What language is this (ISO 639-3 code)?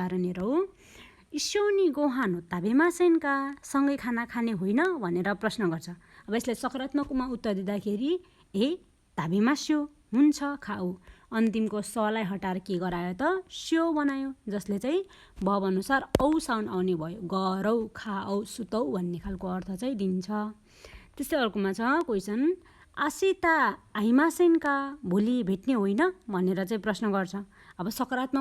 nep